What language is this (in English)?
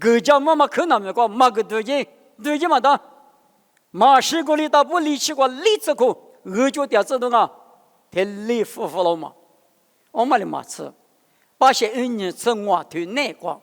Lisu